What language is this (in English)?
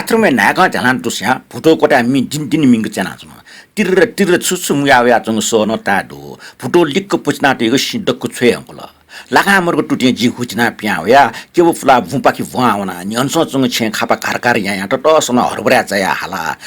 Newari